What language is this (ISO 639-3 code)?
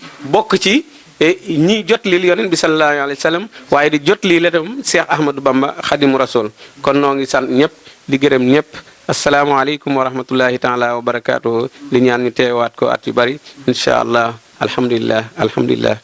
wol